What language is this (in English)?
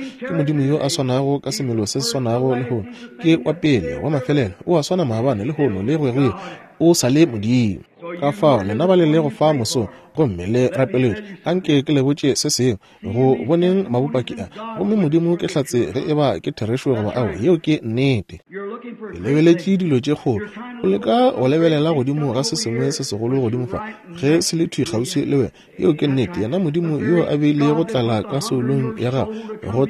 Northern Sotho